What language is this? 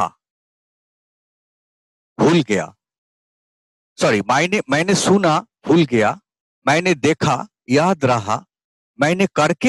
Bangla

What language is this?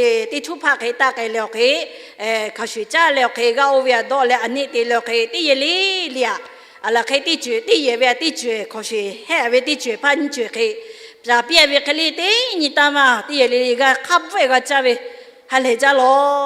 Lahu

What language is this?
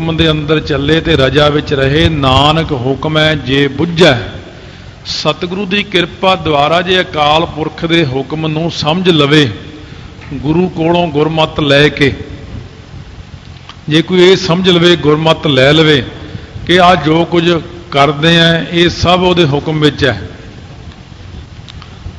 Punjabi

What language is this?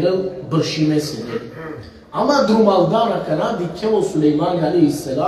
Balkan Romani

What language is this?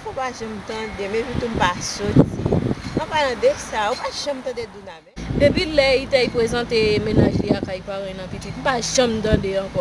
Haitian Creole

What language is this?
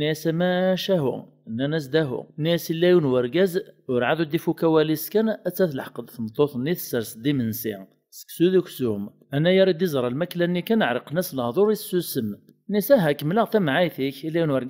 Kabyle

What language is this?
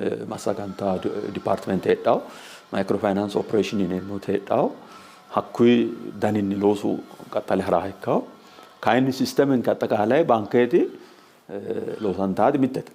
Sidamo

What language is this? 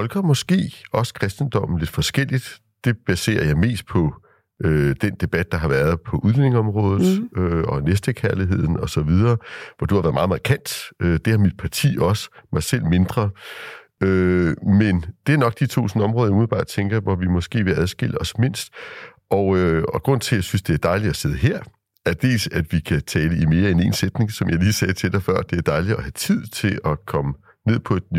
Danish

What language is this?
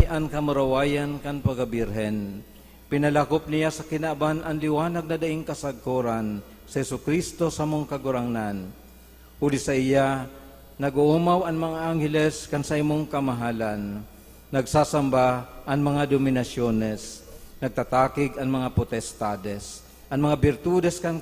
Bikol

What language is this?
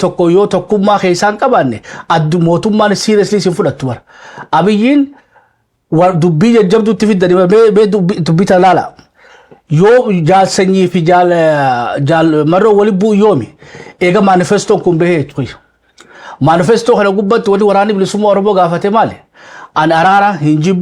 Oromo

